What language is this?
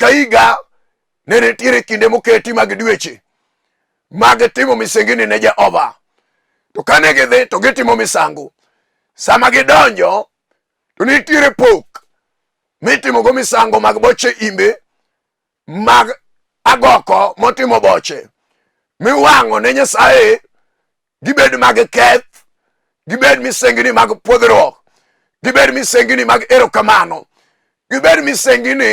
Luo (Kenya and Tanzania)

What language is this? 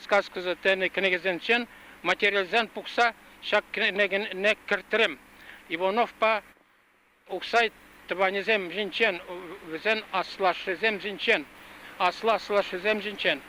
Chuvash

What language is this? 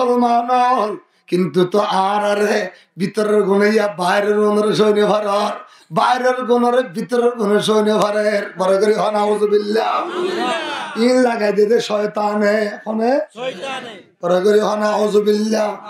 Rohingya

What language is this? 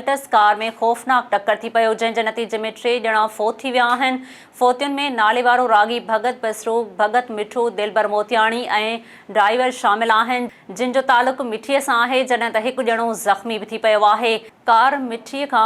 Sindhi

